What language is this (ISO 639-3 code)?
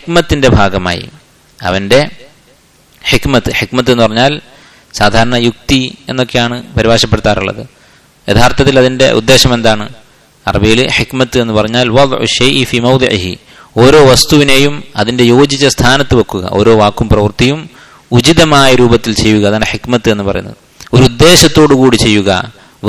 mal